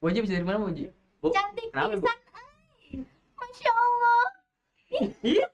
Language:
Betawi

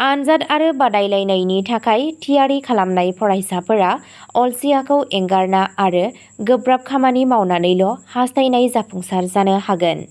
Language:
Bodo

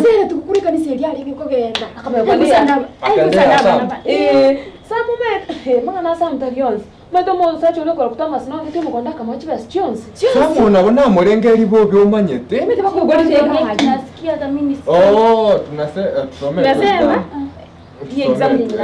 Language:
Gusii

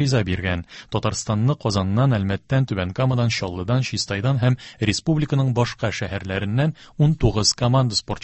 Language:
Tatar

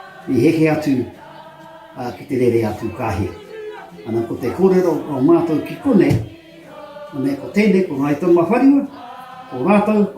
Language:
Māori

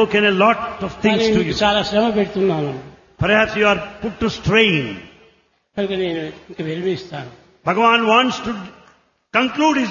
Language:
Telugu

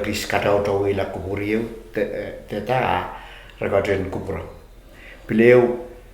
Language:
Pohnpeian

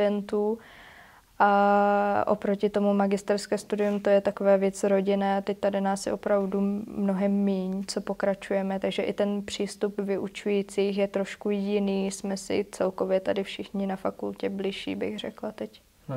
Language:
Czech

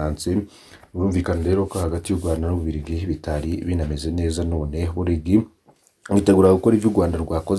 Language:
Rundi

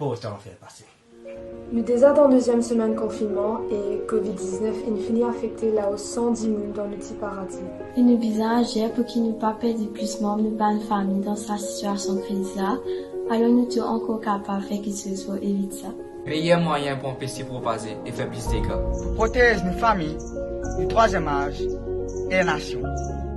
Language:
Morisyen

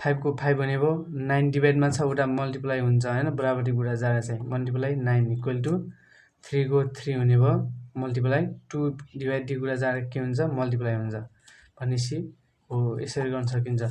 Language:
Nepali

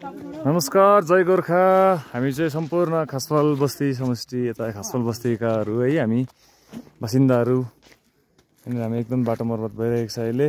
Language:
Nepali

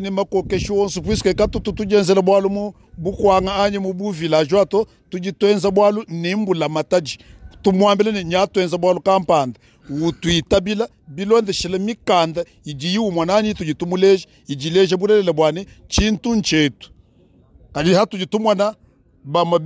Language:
Luba-Lulua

